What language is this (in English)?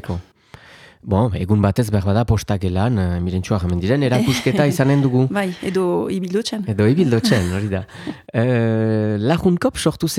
Basque